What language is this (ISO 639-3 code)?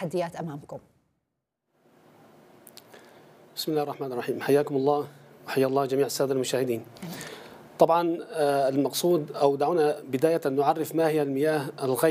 ara